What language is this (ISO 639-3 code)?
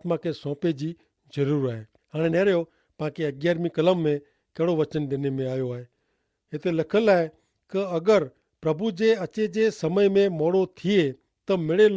kfr